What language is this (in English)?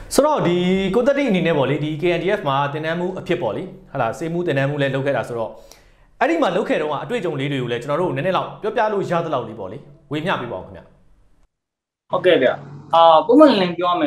Burmese